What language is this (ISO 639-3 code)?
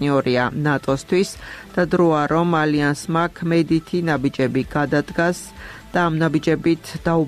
kat